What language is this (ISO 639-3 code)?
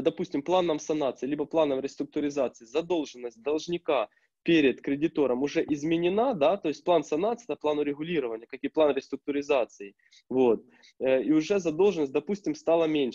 rus